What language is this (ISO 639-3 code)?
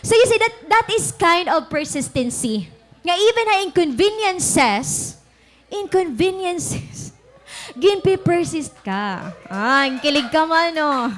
war